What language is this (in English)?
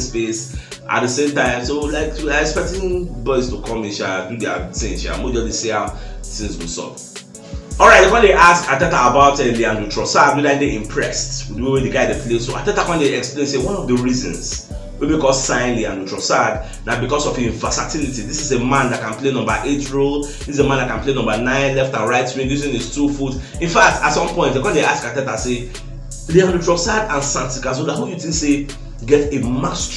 Nigerian Pidgin